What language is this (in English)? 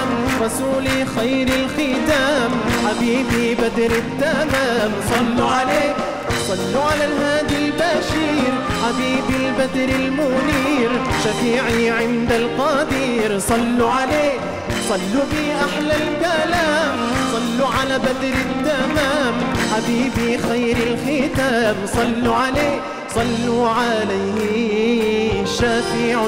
Egyptian Arabic